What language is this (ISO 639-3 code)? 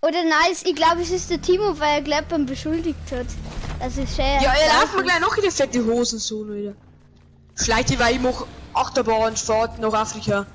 bar